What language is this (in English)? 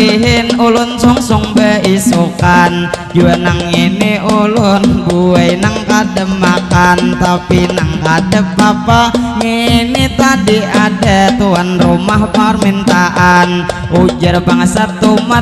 Banjar